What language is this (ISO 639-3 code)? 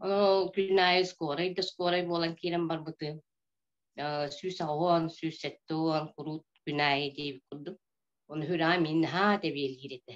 sah